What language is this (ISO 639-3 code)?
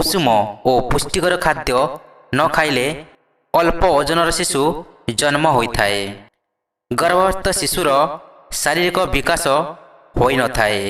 ori